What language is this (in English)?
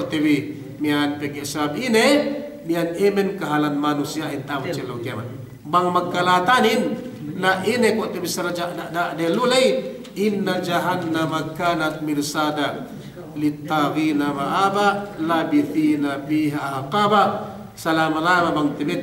Yakan